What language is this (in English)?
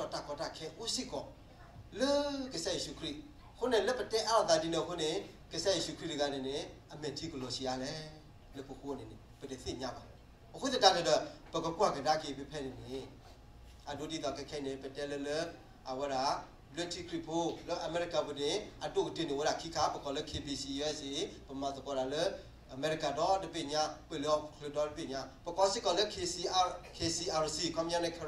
S'gaw Karen